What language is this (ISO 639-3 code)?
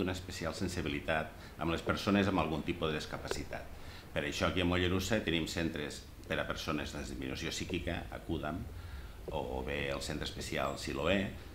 cat